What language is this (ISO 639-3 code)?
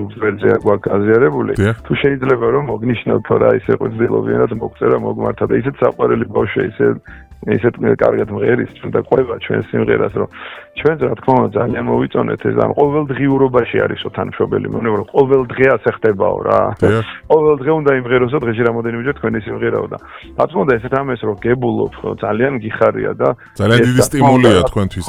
kat